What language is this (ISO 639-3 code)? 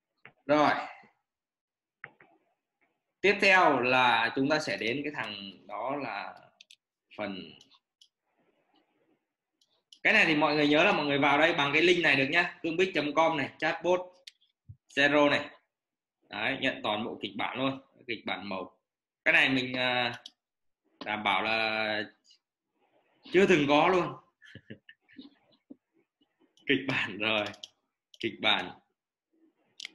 vie